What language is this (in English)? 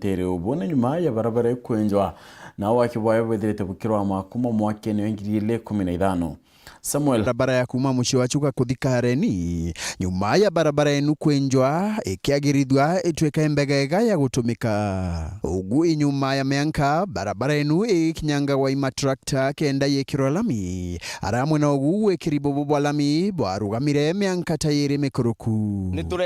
Meru